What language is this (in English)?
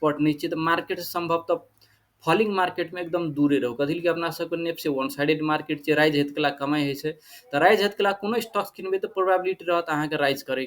Maithili